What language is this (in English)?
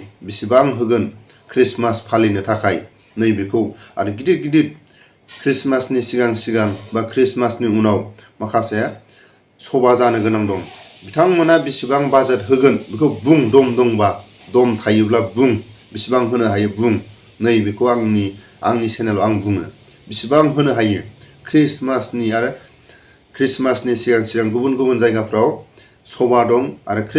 Bodo